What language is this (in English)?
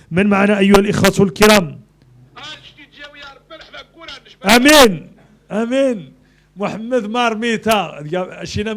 Moroccan Arabic